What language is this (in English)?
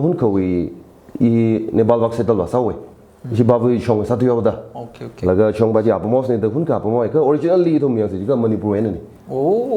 Tangkhul Naga (India)